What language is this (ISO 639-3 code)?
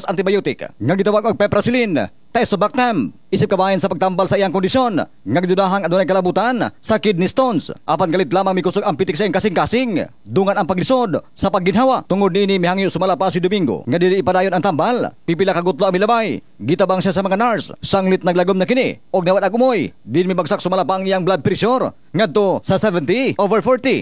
ceb